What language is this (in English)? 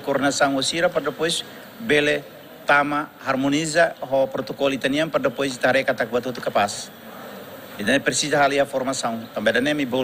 Tetum